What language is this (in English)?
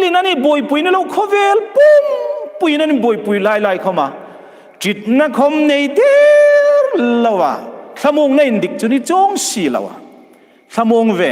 Hmar